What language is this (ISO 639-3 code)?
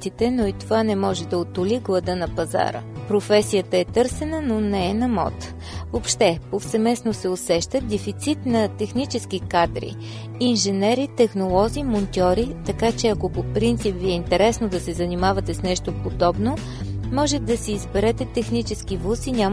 bul